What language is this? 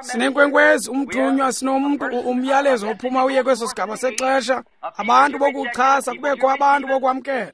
Xhosa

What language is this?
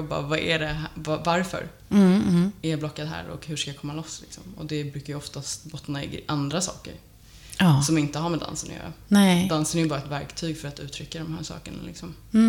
Swedish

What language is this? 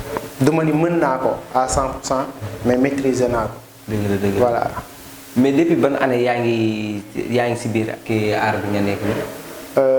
Wolof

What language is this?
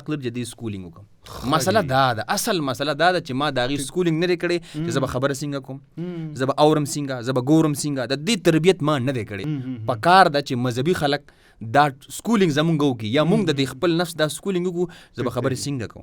Pashto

